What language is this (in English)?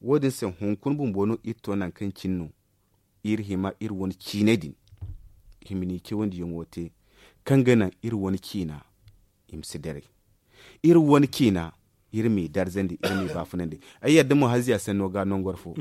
Zarma